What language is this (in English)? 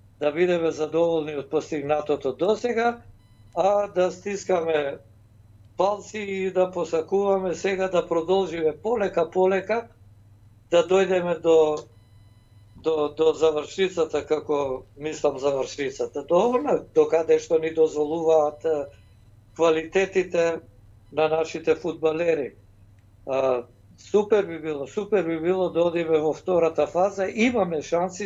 Macedonian